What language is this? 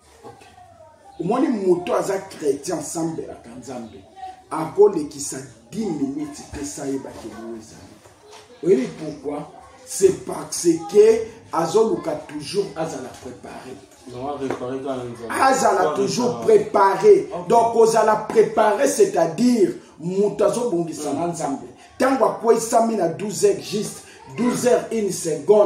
Lingala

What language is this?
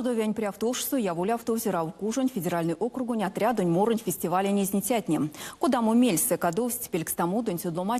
Erzya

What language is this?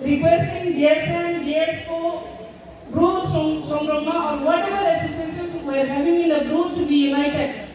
Riang (India)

